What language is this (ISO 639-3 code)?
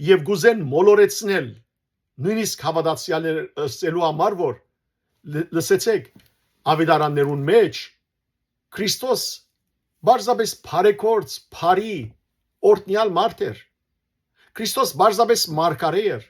hyw